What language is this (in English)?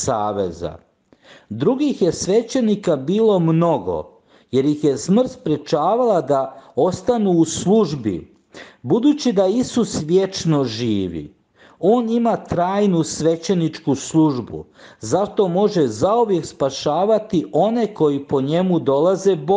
Croatian